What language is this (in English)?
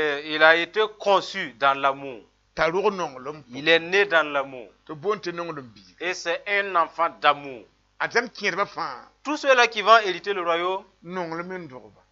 Mossi